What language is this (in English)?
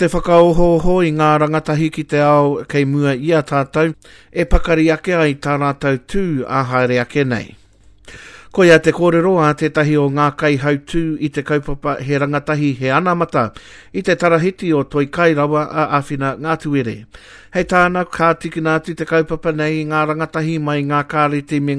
Māori